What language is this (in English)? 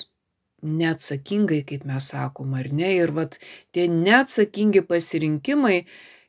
Lithuanian